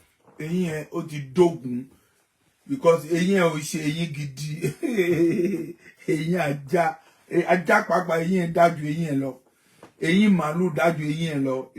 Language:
Yoruba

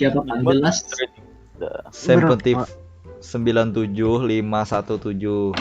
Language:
Banjar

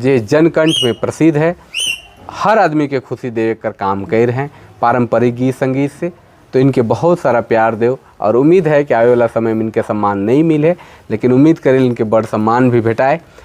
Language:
Sadri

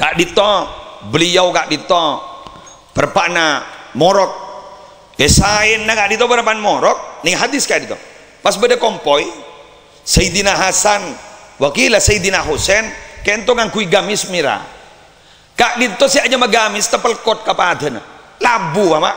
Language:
Madurese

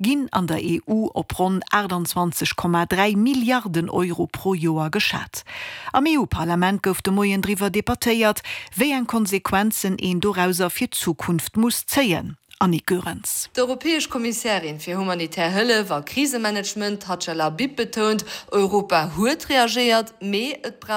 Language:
Luxembourgish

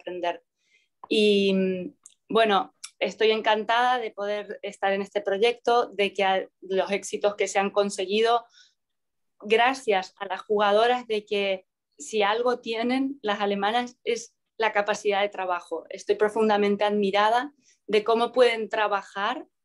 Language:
Spanish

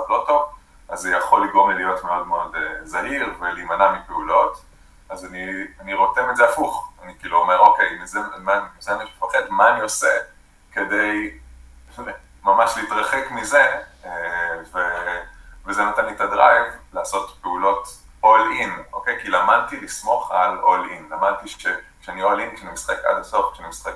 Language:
Hebrew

